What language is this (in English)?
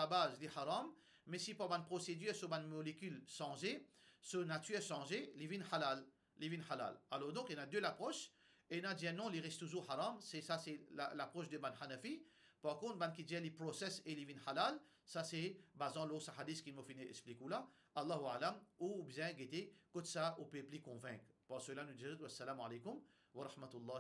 Morisyen